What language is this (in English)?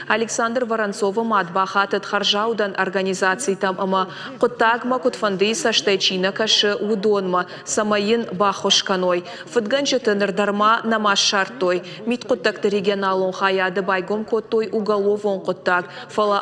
Ossetic